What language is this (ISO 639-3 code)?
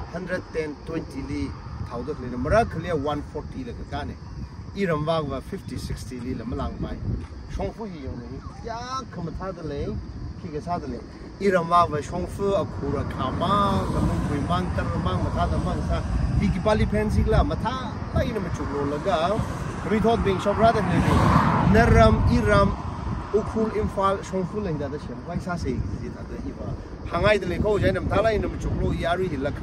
nmf